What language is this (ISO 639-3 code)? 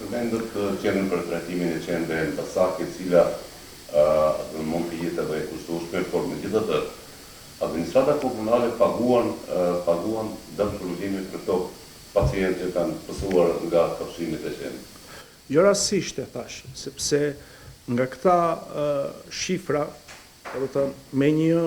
sqi